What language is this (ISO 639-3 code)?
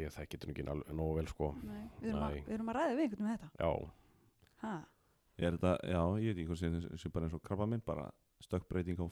isl